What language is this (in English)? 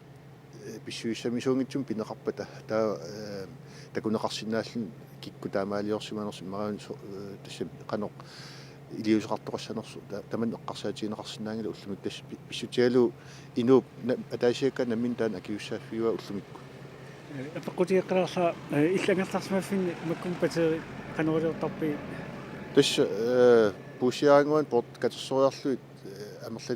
Kalaallisut